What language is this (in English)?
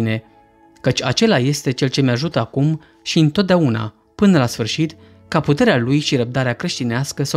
Romanian